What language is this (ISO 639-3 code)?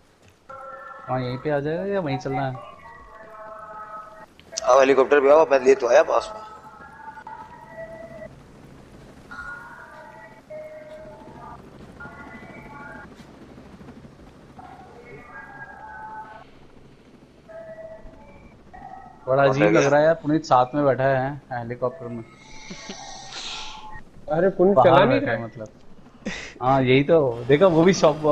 hin